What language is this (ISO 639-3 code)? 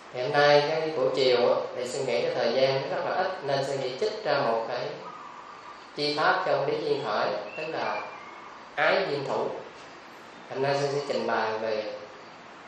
vie